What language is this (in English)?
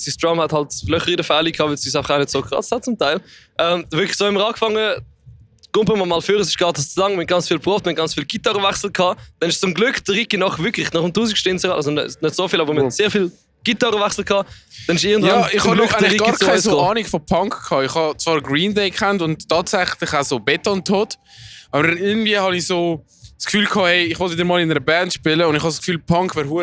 Swiss German